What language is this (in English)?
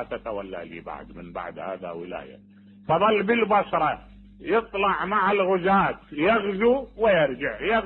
Mesopotamian Arabic